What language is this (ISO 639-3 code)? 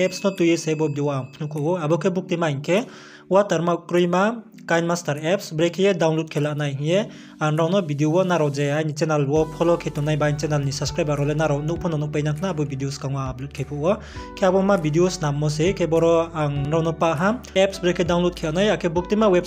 ria